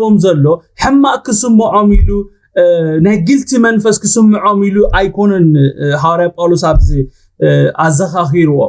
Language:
Tigrinya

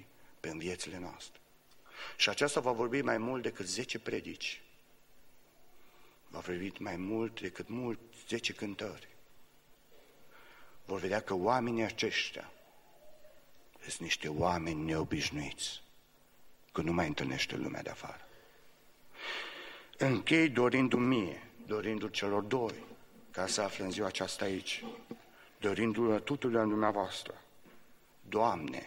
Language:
Romanian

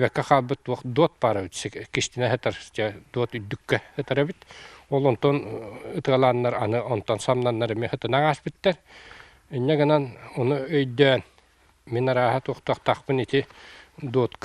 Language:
Yakut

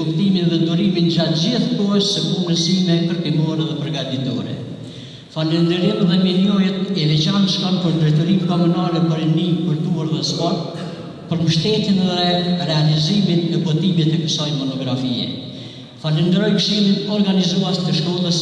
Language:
Albanian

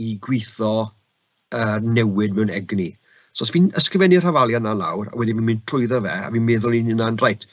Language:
Welsh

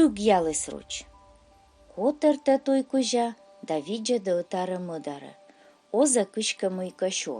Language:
Komi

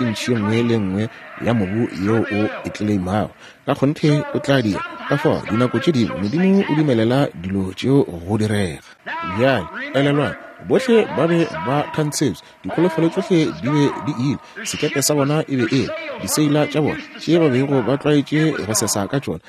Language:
Northern Sotho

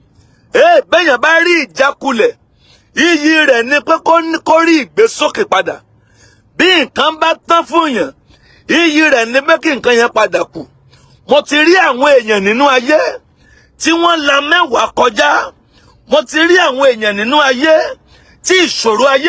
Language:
Yoruba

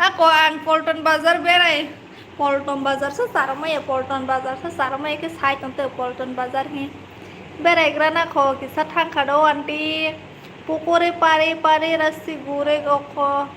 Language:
Kok Borok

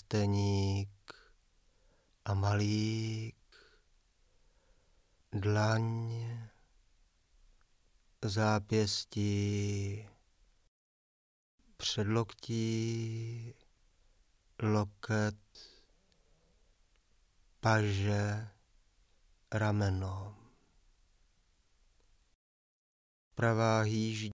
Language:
Czech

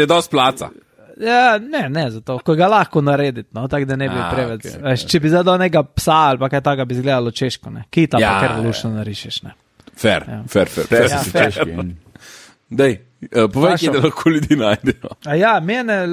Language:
Slovenian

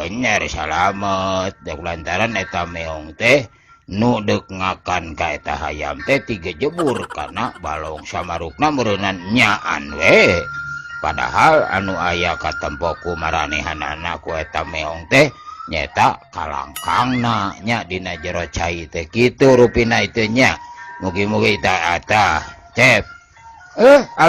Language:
Sundanese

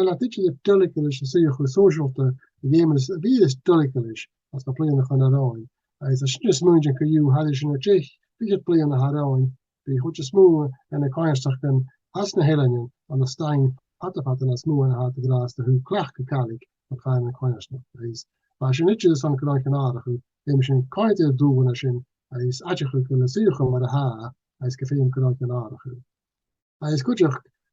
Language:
Scottish Gaelic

